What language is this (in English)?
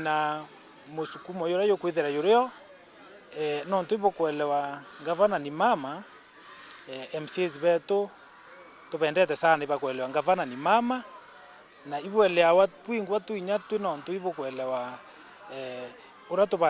Meru